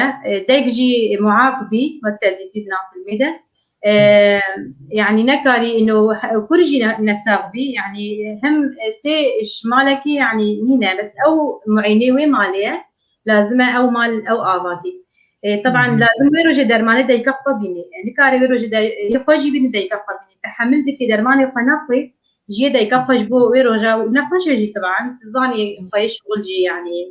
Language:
Kurdish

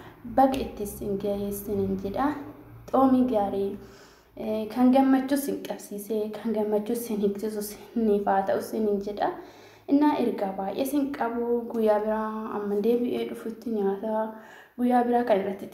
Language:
Oromo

